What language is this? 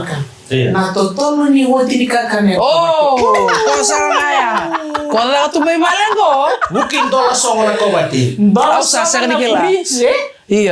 Fijian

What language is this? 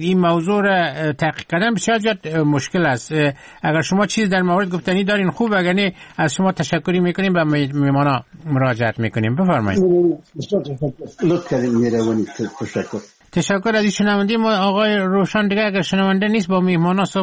Persian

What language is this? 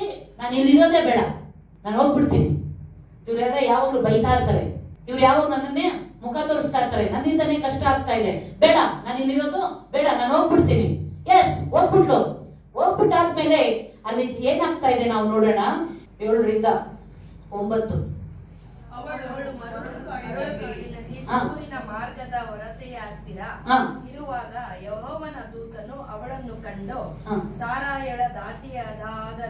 Kannada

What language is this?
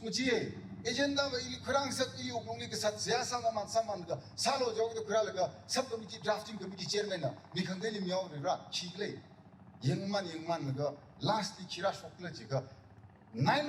Tangkhul Naga (India)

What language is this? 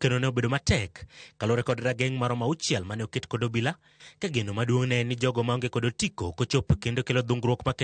Luo (Kenya and Tanzania)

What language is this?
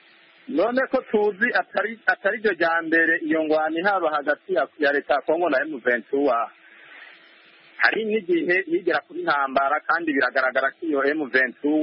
Kinyarwanda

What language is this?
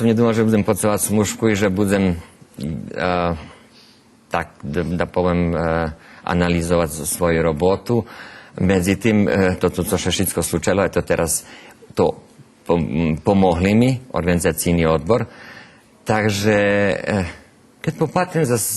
Rusyn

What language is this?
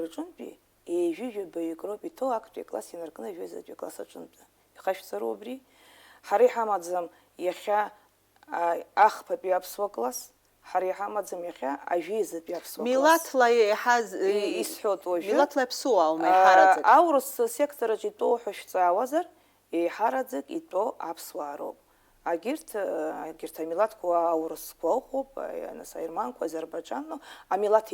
Abkhazian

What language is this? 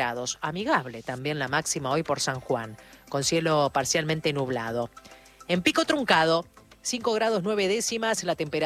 Spanish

